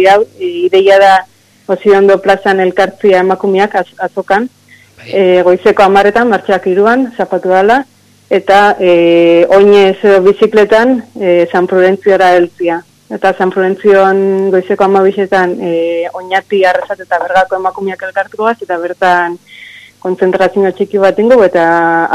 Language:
Basque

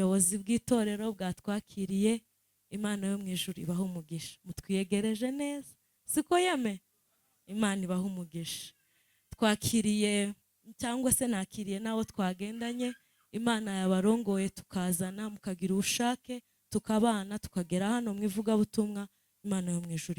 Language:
Kinyarwanda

